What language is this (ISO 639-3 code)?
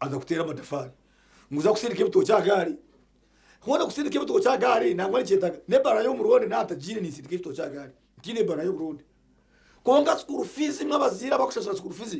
nyn